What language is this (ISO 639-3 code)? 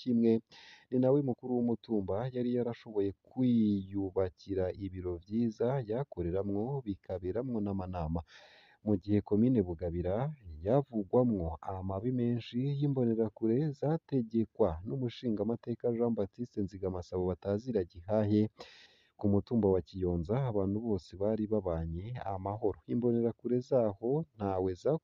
run